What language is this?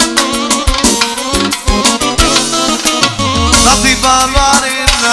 Romanian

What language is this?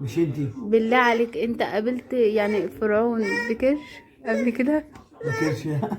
Egyptian Arabic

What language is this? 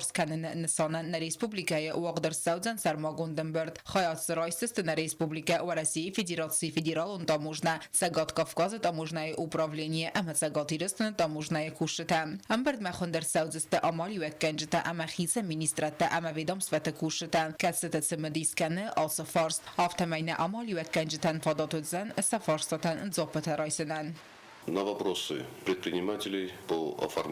Ossetic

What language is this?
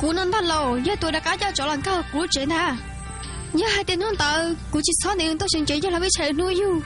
Hmong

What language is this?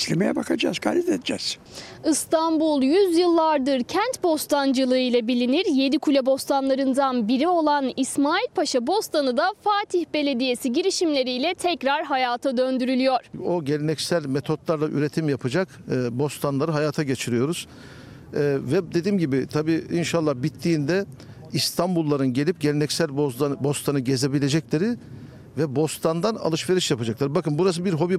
Turkish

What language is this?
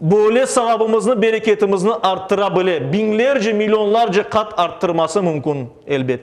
Crimean Tatar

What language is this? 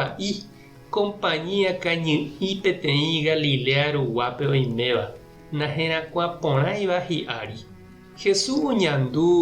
Guarani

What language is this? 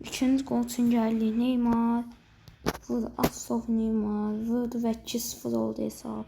Azerbaijani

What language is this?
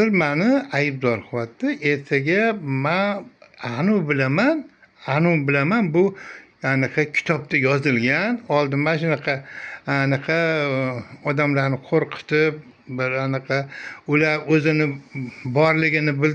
Uzbek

